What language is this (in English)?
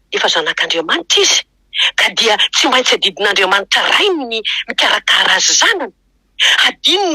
Malagasy